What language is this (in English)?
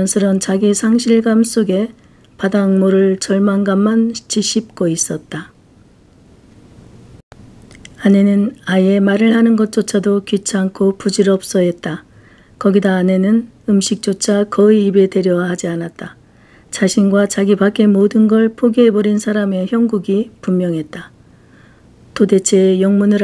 Korean